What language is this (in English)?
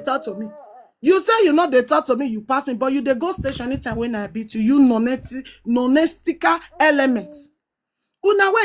Nigerian Pidgin